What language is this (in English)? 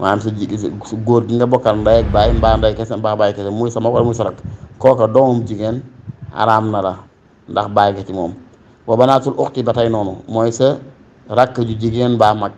Wolof